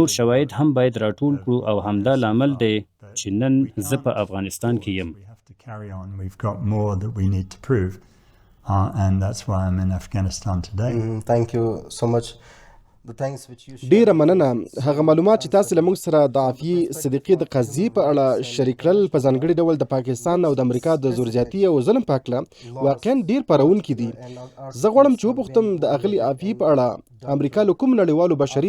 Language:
Pashto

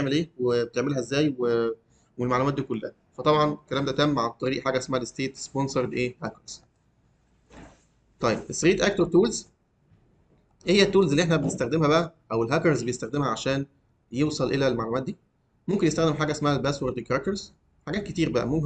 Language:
Egyptian Arabic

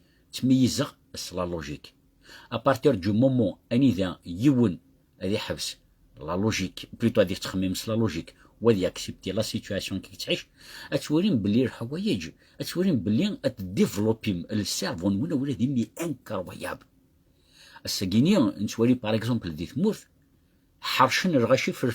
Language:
Kabyle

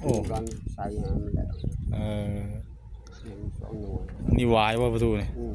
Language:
Northeastern Thai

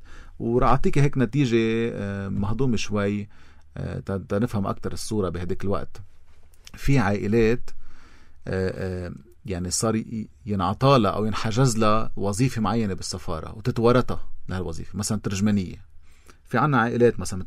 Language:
North Levantine Arabic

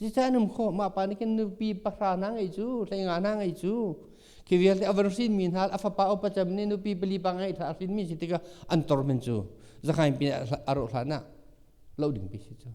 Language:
Hakha Chin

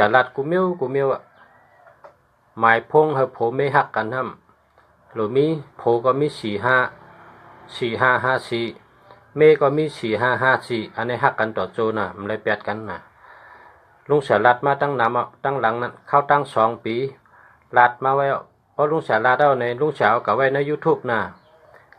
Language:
Shan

